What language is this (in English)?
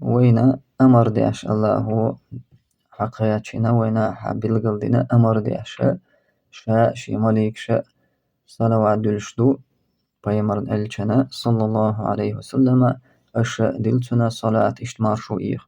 Chechen